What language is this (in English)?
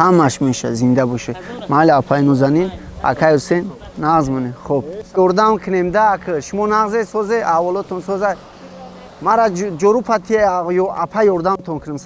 Tajik